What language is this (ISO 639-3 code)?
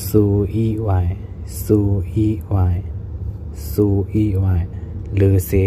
shn